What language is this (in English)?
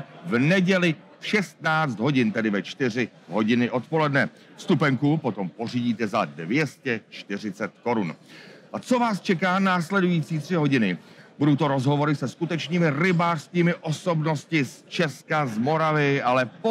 Czech